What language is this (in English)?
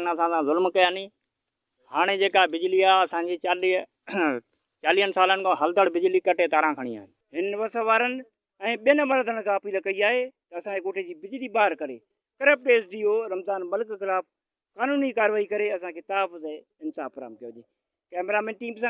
Sindhi